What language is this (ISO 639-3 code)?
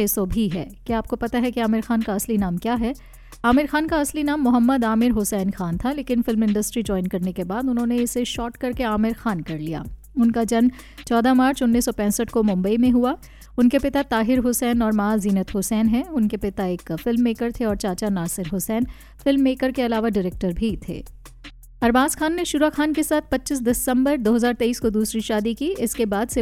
hin